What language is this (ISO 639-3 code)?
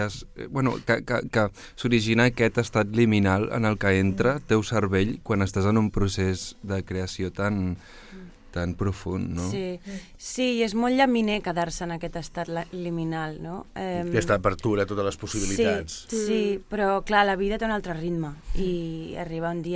cat